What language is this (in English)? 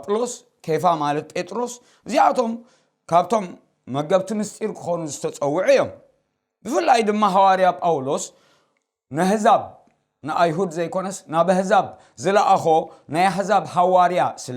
Tigrinya